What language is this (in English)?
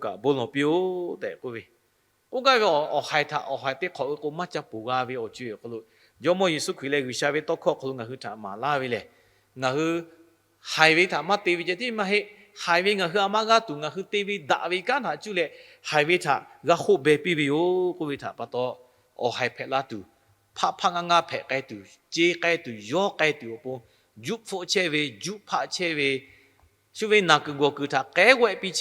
Lahu